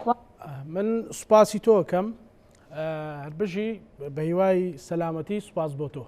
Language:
Central Kurdish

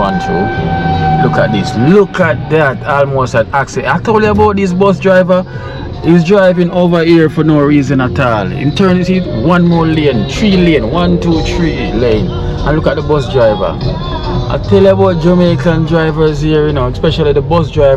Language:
Jamaican Creole English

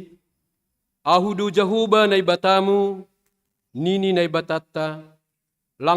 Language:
Batak Simalungun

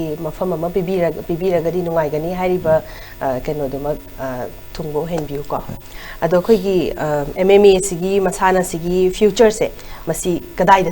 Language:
Manipuri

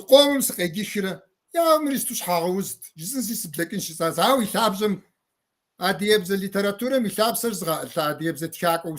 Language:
Kabardian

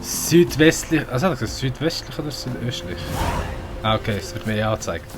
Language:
Swiss German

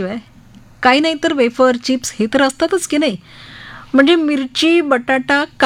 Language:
Marathi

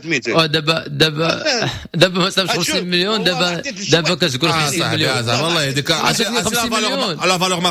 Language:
Moroccan Arabic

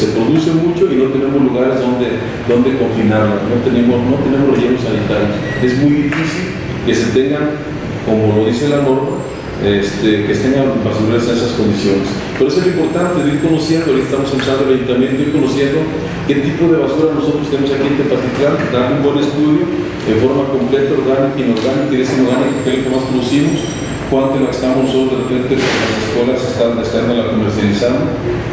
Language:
Spanish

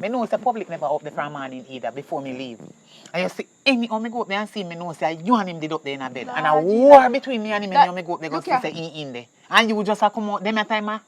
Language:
Jamaican Creole English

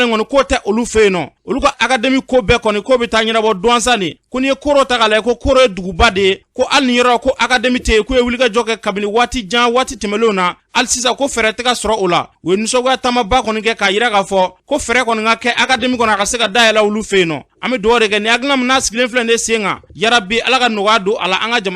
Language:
Bambara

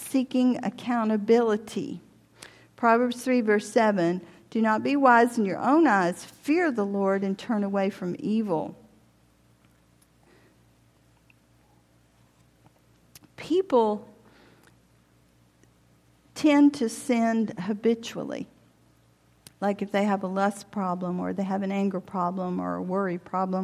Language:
English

